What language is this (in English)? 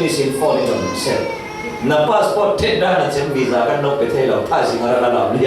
Falam Chin